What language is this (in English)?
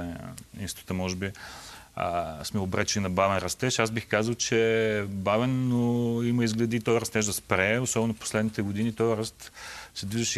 Bulgarian